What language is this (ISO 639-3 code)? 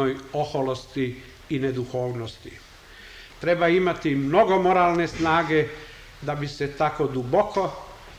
srp